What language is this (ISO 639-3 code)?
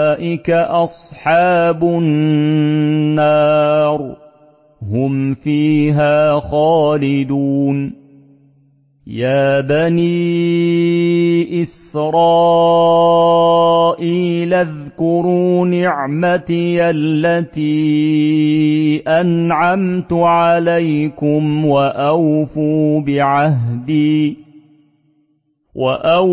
ara